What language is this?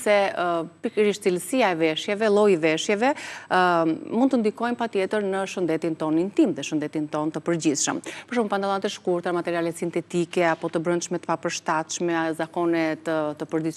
Albanian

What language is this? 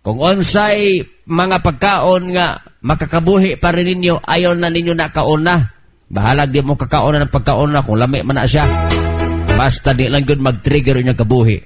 Cebuano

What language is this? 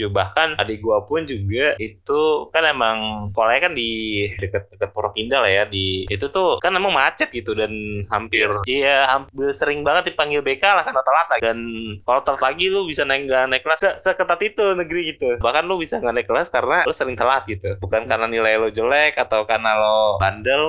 Indonesian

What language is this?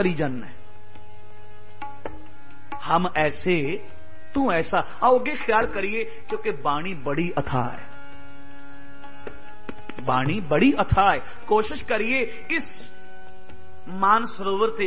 Punjabi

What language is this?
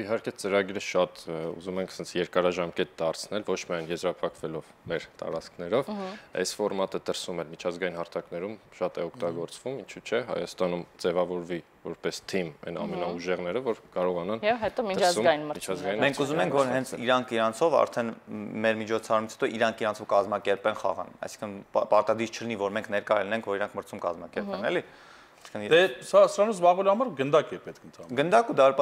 Armenian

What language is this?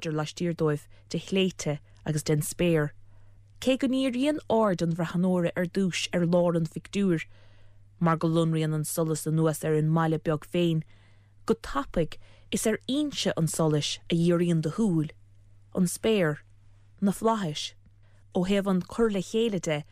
Irish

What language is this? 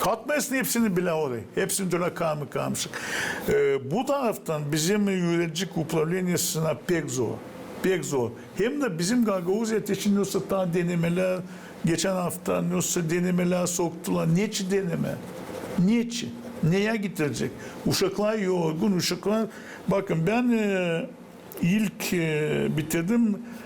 Gagauz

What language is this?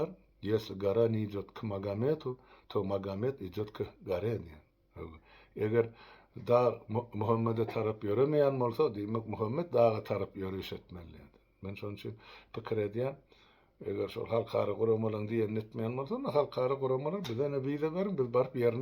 Turkmen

